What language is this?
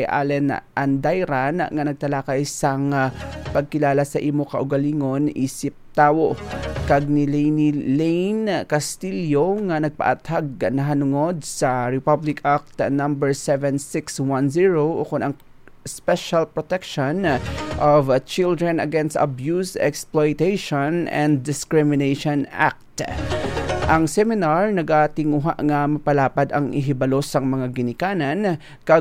Hiligaynon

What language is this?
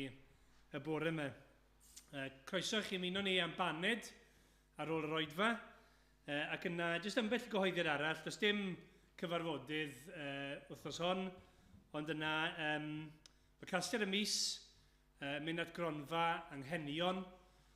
Welsh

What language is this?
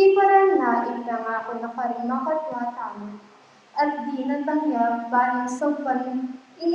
Pampanga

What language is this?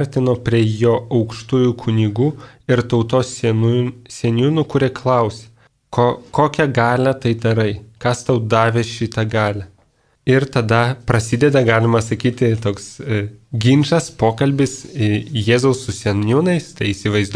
Lithuanian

